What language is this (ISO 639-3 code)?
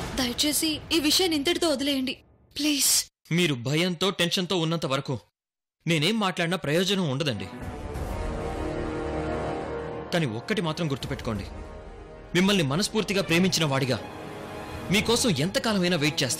tel